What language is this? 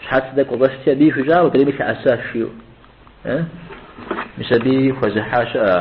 Kabardian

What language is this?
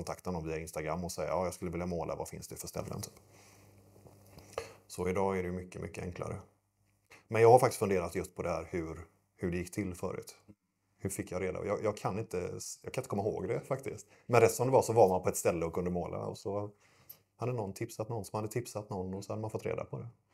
Swedish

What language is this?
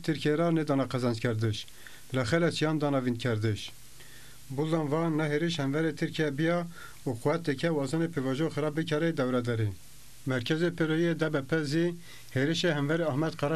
Zaza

